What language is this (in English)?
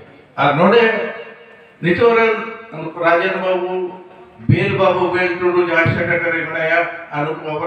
Santali